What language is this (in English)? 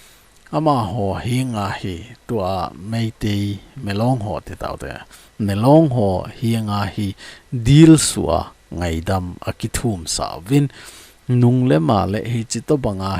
Thado Chin